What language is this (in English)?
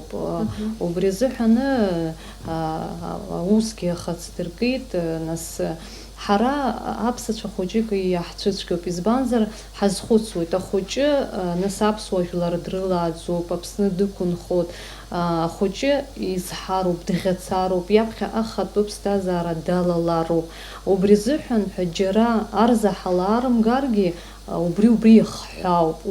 Abkhazian